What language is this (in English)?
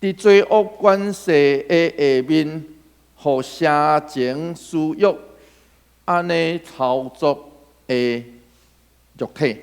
Min Nan Chinese